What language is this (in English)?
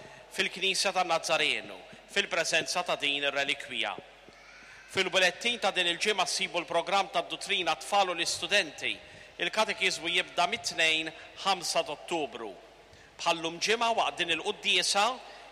Maltese